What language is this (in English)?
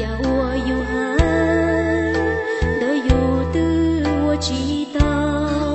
Hmong